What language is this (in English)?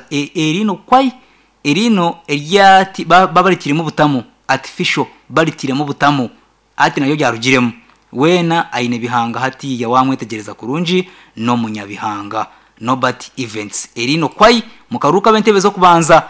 Nyankole